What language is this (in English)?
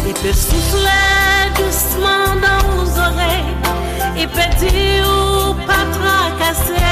Seselwa Creole French